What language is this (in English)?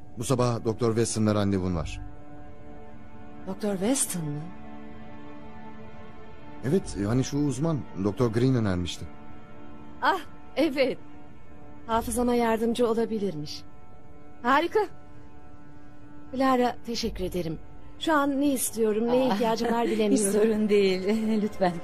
Turkish